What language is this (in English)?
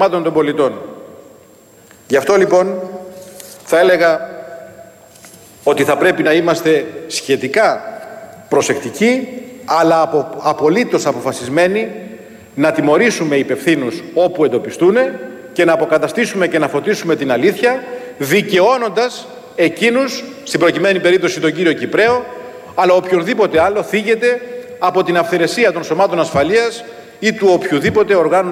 Greek